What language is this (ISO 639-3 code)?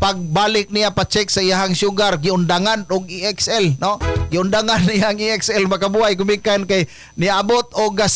ceb